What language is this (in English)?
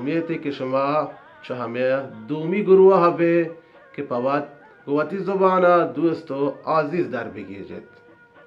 Baluchi